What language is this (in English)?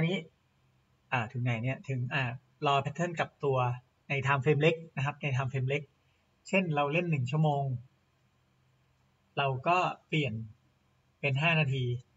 Thai